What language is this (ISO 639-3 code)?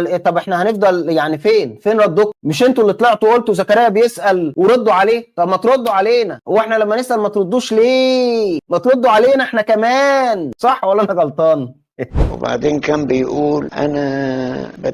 arz